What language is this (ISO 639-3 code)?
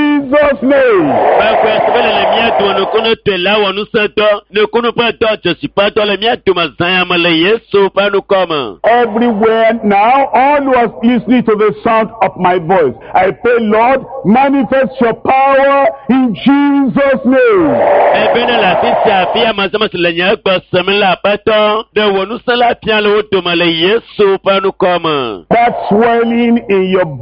ewe